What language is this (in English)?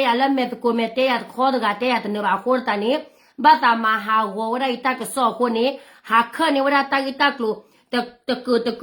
S'gaw Karen